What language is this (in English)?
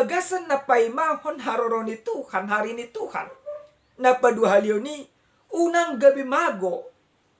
Batak Toba